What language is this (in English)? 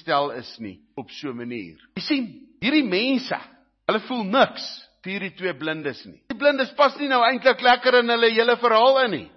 Afrikaans